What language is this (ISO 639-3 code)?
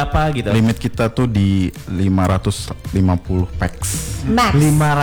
ind